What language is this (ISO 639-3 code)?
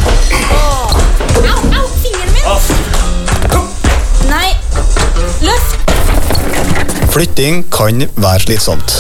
nor